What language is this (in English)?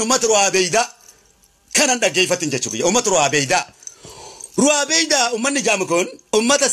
Oromo